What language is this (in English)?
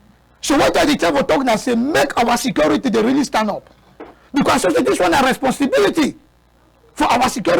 Cameroon Pidgin